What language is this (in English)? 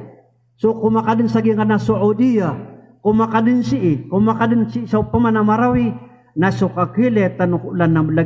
Maranao